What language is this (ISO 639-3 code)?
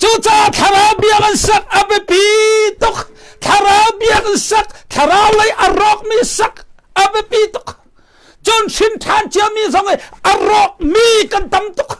cnh